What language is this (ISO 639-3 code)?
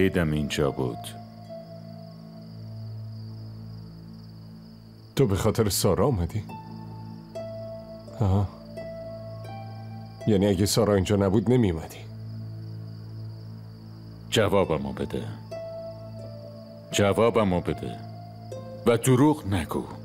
fas